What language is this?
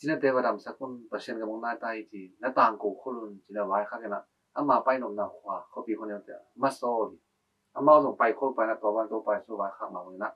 Tedim Chin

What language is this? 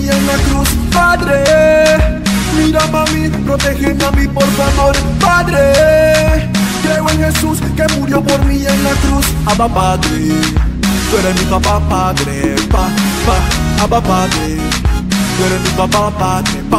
Spanish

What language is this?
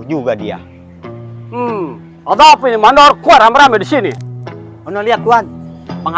Betawi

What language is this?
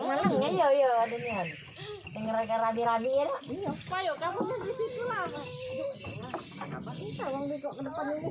Musi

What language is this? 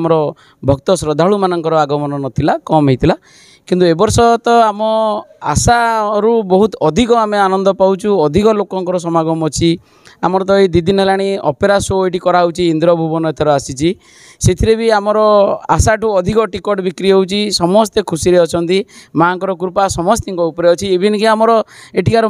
Odia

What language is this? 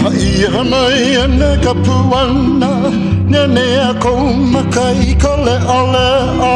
Hawaiian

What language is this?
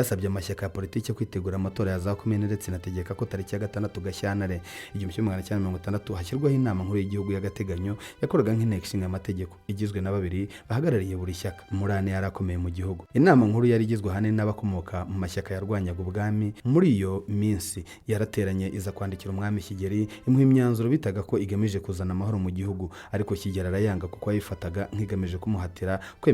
Kinyarwanda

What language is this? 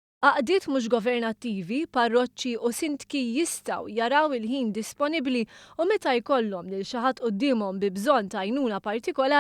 Maltese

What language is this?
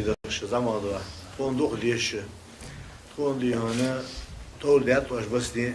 Ingush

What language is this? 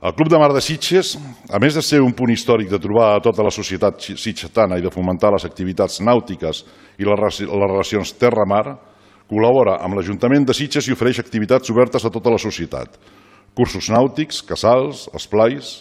Catalan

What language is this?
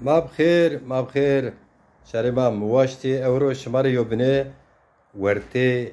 Zaza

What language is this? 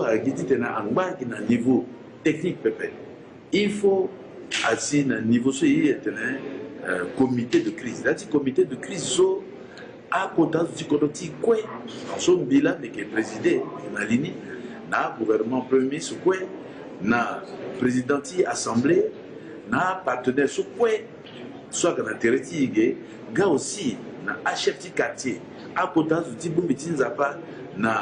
Sango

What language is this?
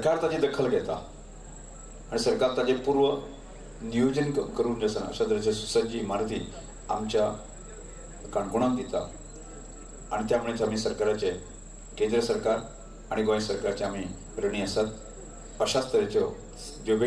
Konkani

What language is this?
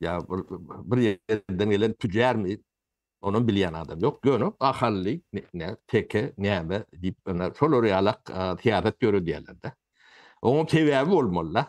Turkmen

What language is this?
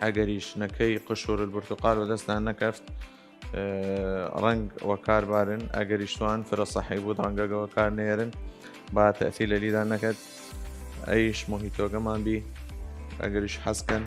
Southern Kurdish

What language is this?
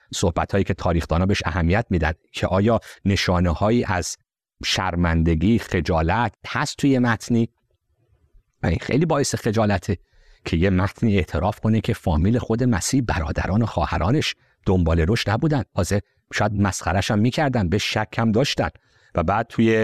Persian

